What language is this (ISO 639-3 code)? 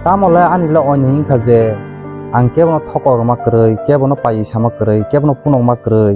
trp